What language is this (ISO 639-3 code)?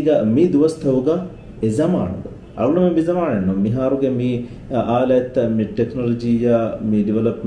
div